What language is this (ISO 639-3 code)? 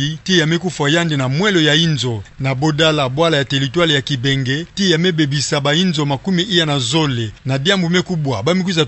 ktu